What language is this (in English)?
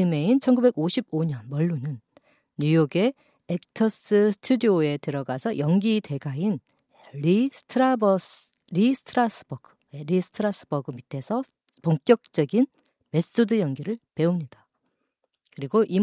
Korean